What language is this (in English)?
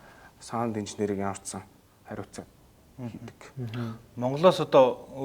Mongolian